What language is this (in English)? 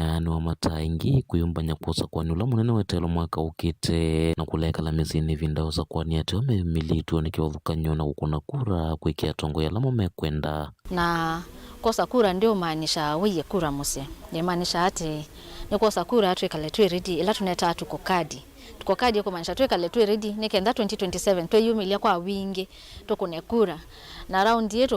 Kamba